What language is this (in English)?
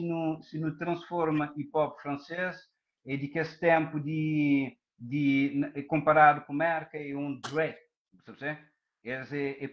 Kabuverdianu